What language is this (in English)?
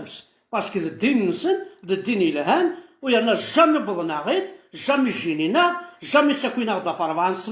Kabyle